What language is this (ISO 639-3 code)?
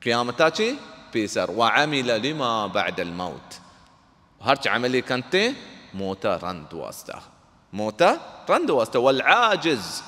bal